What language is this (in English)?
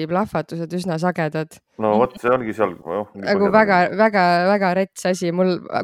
Estonian